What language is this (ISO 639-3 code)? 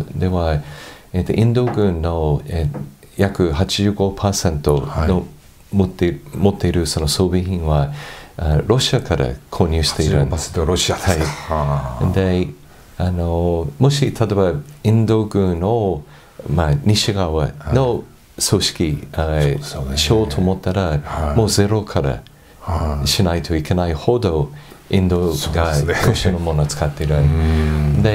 jpn